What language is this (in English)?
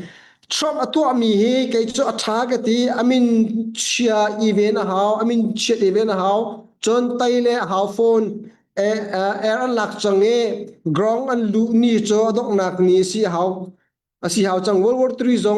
Hakha Chin